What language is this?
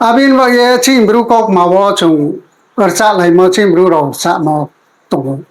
Riang (India)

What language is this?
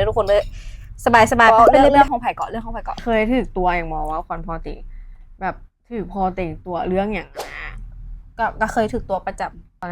Lao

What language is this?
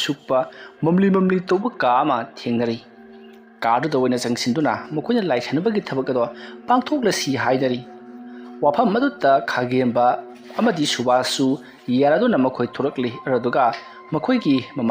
Manipuri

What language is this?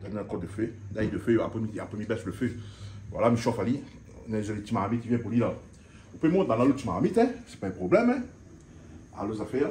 Réunion Creole French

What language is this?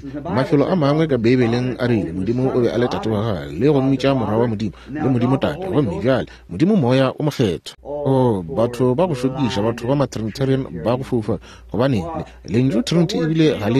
Northern Sotho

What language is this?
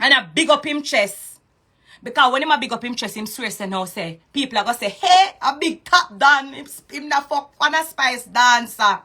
Jamaican Creole English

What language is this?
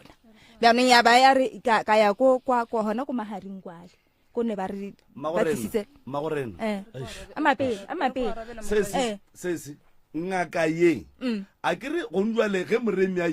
Northern Sotho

